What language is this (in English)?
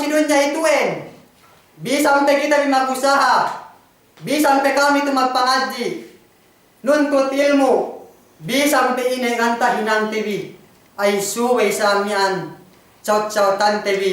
Yakan